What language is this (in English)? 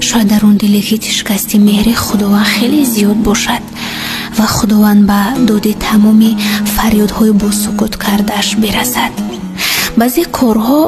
Tajik